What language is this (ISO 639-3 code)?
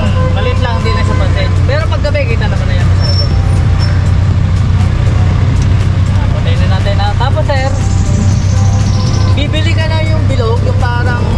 fil